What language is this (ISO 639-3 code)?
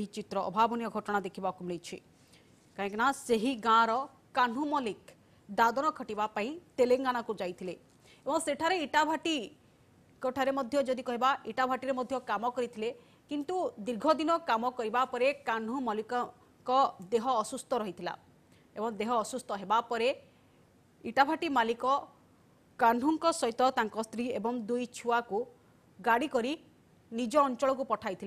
ori